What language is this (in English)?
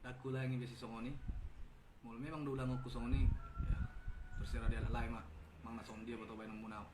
Batak Toba